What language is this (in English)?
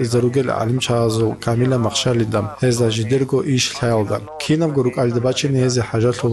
Avaric